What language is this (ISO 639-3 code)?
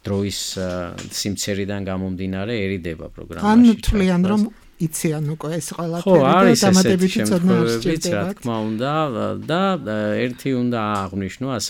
kat